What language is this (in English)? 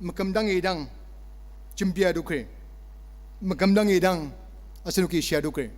Ao Naga